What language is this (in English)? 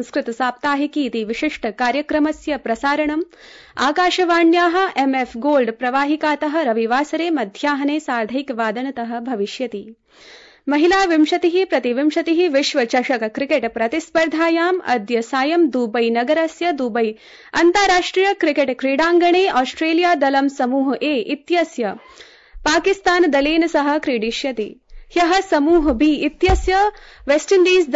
Sanskrit